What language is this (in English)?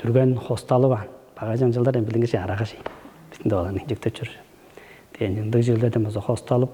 Tuvinian